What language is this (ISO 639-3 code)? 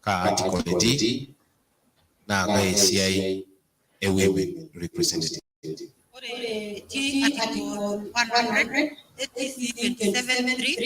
mas